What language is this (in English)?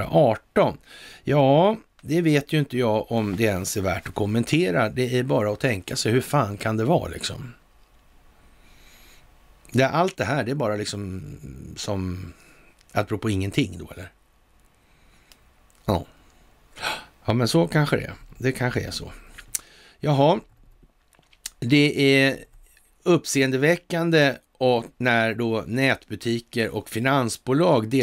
Swedish